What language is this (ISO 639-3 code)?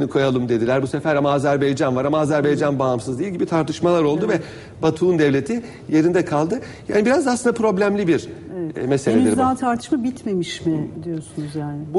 tur